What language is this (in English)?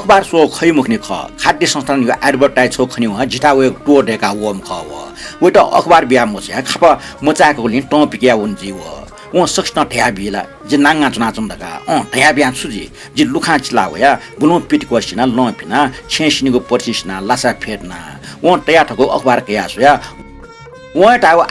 Newari